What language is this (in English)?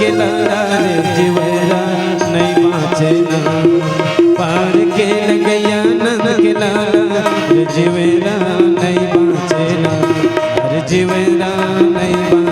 Chhattisgarhi